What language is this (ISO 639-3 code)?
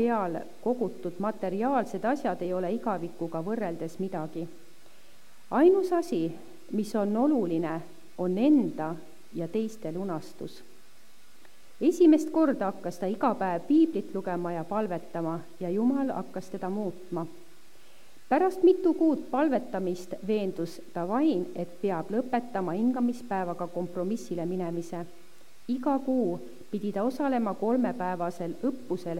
est